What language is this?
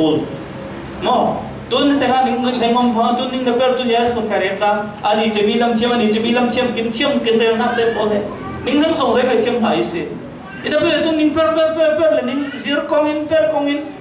Falam Chin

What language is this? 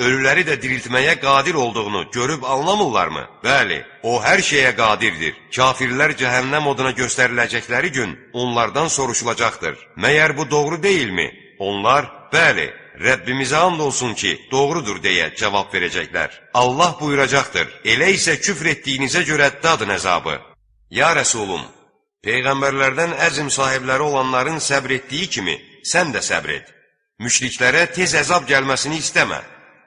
Azerbaijani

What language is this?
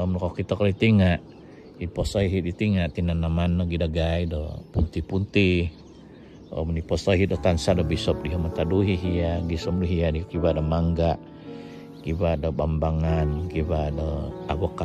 Central Dusun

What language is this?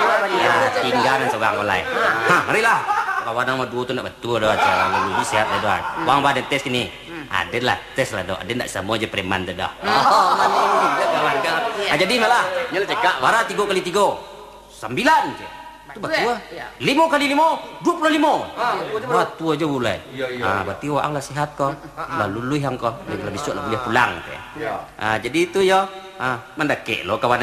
Minangkabau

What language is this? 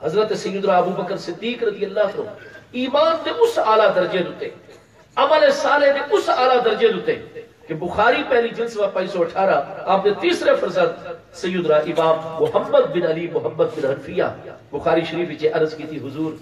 Saraiki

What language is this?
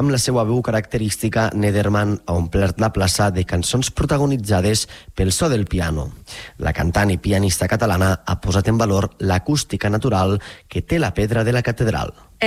Catalan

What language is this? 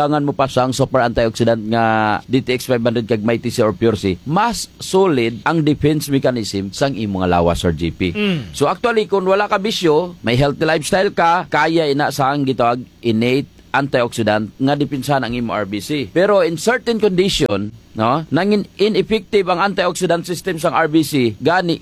Hiligaynon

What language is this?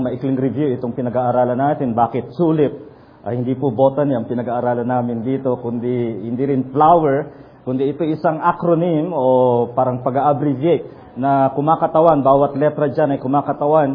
Filipino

